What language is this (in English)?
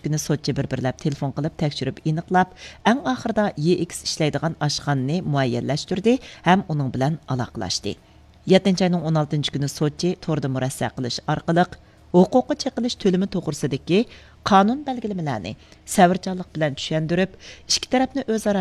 Uyghur